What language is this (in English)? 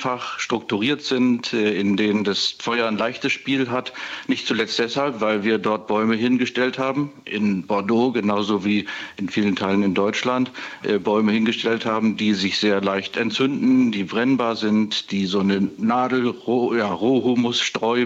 German